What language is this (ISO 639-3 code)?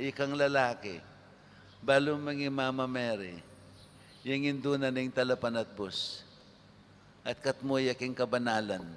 pam